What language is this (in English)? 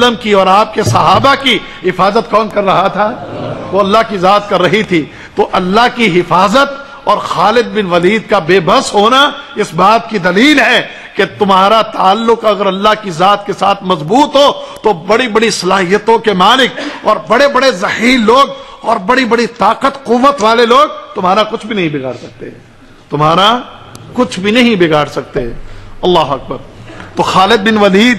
Urdu